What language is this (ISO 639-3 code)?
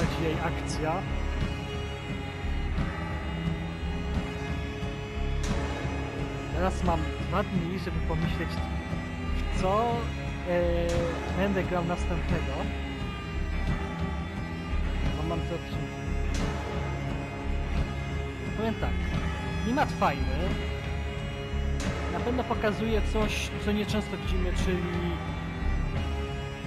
pol